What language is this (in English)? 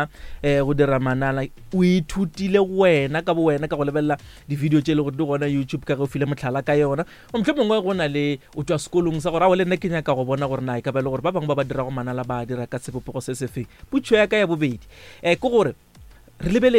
Northern Sotho